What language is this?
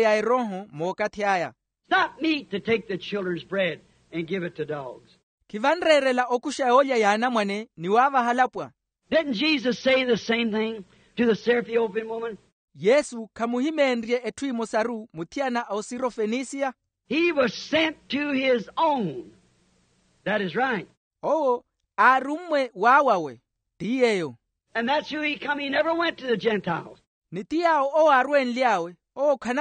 Makhuwa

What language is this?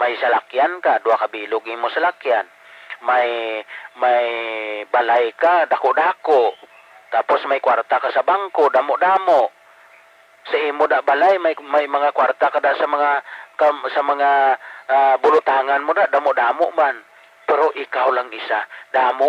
Hiligaynon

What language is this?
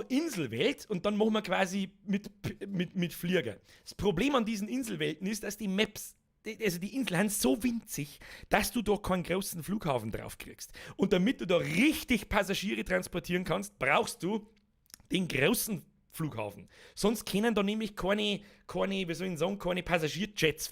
Bavarian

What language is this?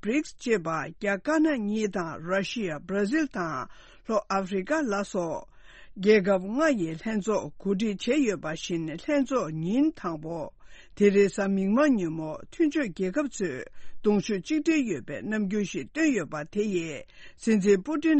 Tibetan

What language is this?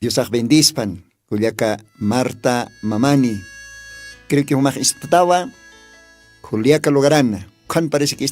Aymara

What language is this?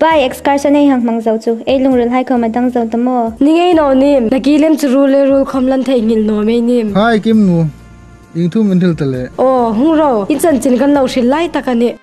Hmar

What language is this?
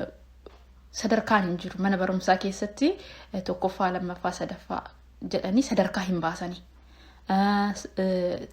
Oromo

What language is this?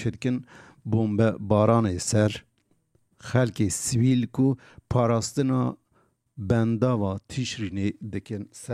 Kurdish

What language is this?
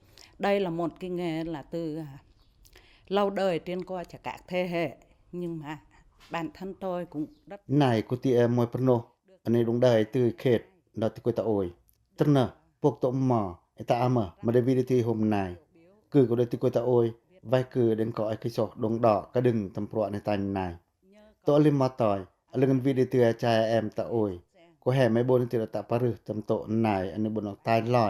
Pacoh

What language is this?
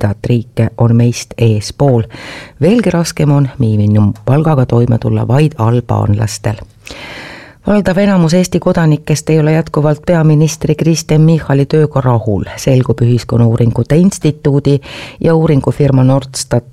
Estonian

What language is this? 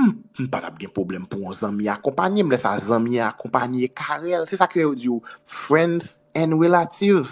Haitian Creole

